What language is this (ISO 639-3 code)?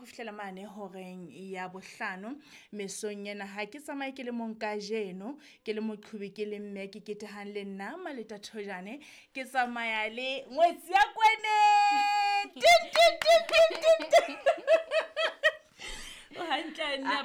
sot